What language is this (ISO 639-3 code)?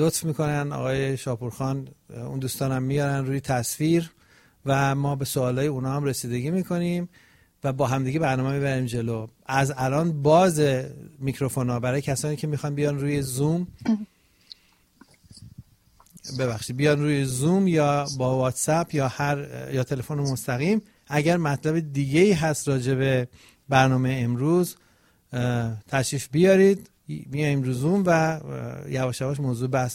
fas